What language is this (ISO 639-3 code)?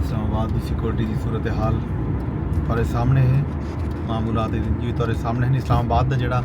skr